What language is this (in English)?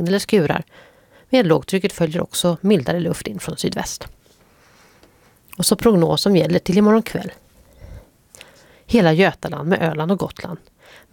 Swedish